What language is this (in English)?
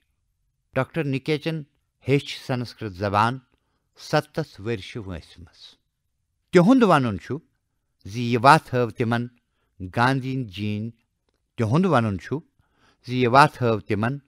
Kashmiri